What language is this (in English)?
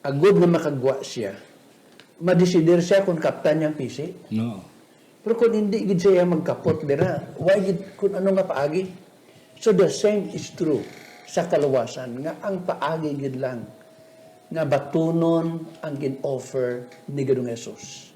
Hiligaynon